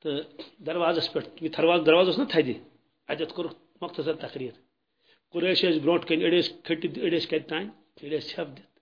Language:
Kashmiri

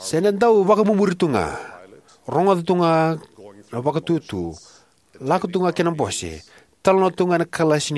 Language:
Fijian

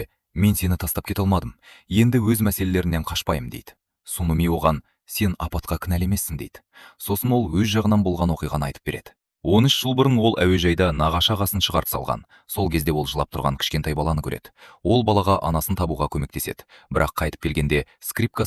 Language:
Kazakh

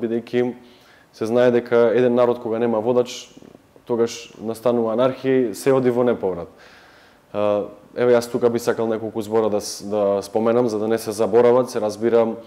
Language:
Macedonian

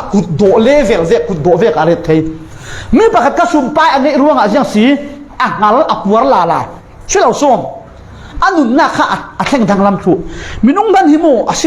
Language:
Falam Chin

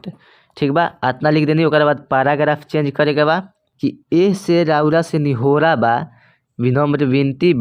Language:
Bhojpuri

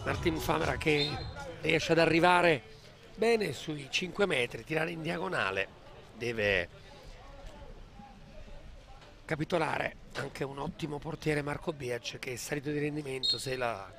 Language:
Italian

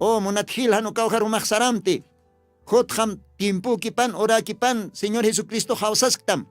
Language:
Aymara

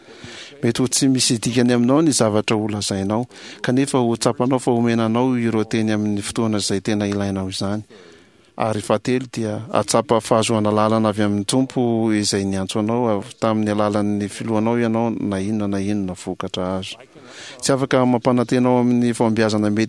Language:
Malagasy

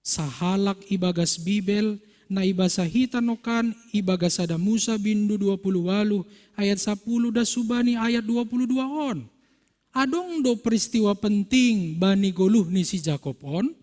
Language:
Batak Simalungun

